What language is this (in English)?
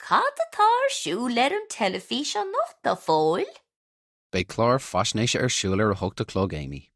Irish